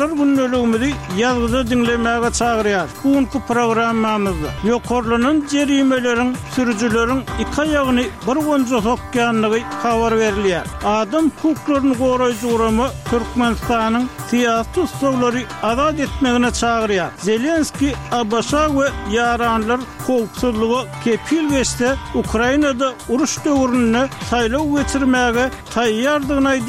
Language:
Turkmen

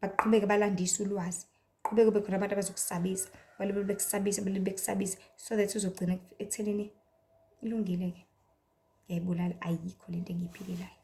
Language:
Zulu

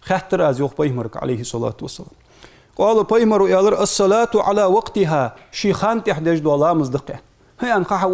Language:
Ingush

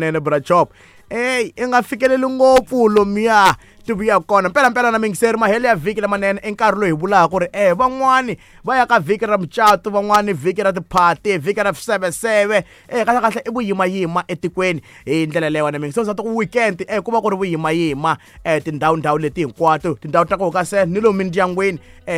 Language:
Tsonga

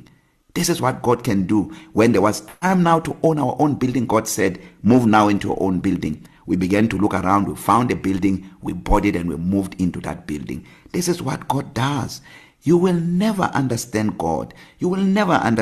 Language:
English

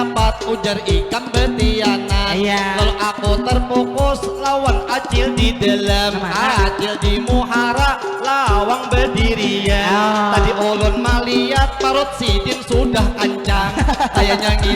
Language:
Banjar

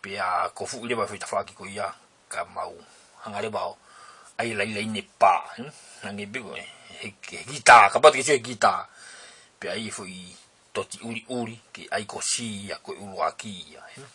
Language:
Tongan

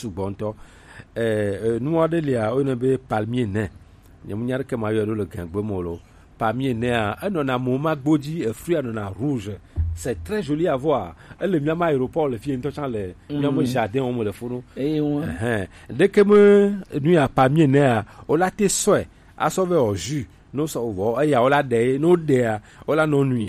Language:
Gen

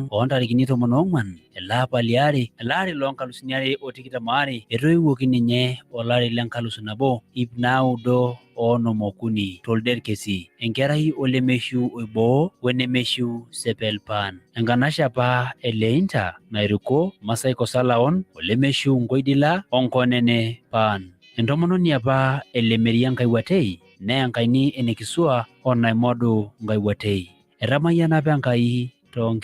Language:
Masai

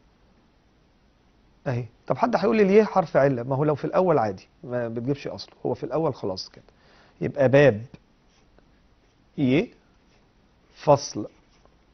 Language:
Egyptian Arabic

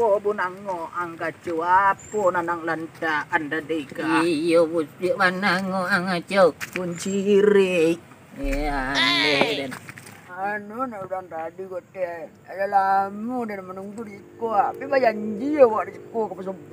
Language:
Minangkabau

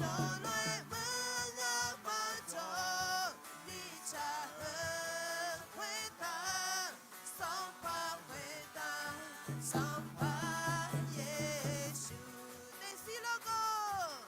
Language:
Akha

